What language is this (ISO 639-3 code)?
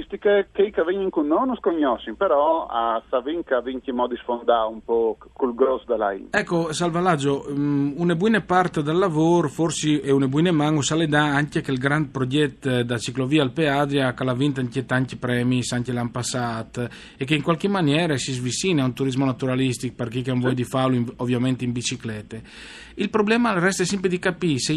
fur